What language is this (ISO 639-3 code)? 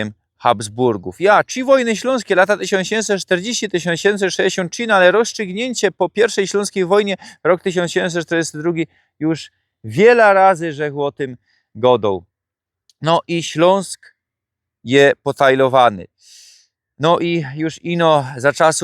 szl